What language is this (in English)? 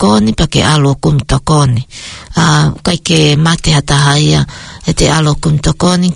Tongan